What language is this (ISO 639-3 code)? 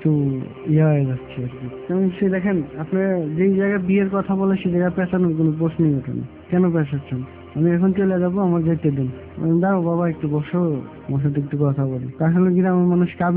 ben